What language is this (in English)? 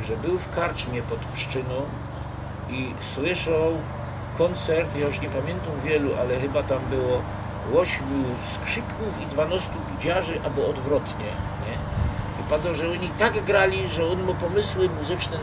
Silesian